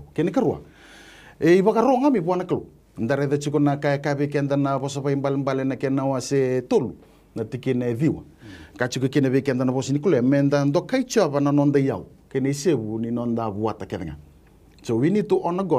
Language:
Fijian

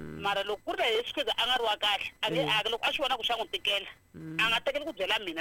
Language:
Tsonga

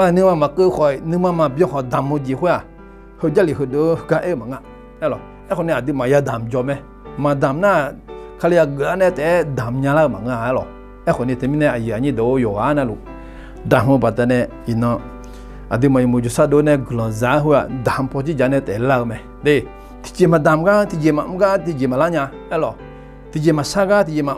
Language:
Akha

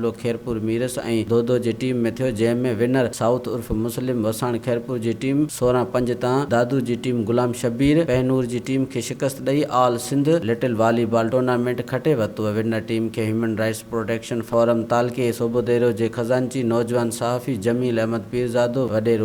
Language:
Sindhi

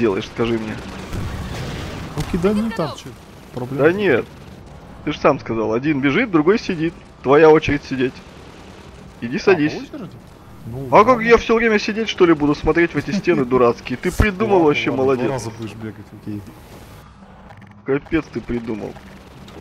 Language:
Russian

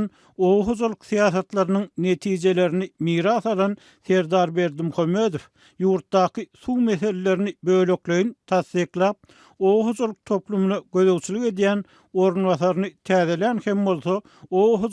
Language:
Turkmen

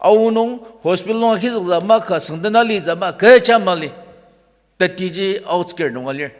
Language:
Ao Naga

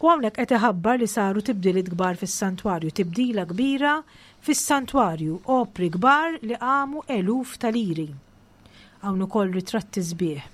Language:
Maltese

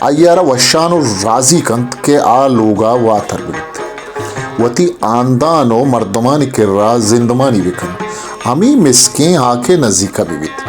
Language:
Baluchi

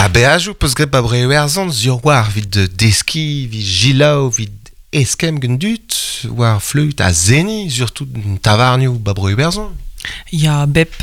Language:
Breton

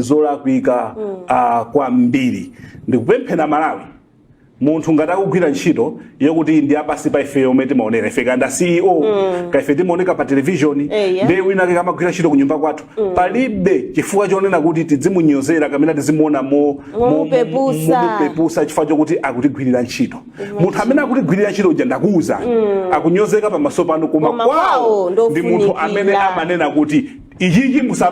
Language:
Nyanja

